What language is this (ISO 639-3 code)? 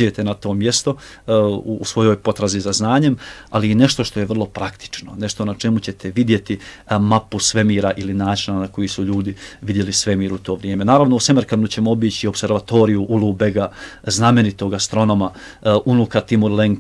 bos